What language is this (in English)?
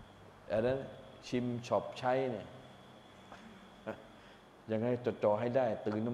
Thai